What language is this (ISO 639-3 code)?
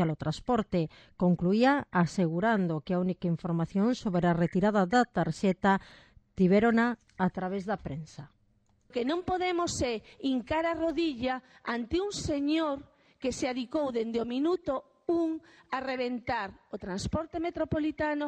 glg